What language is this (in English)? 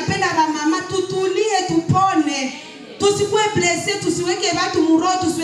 Swahili